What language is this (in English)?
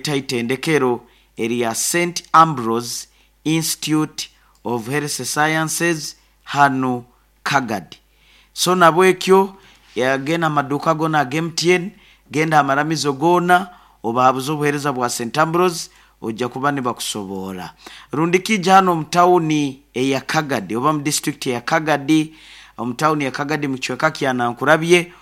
Nyoro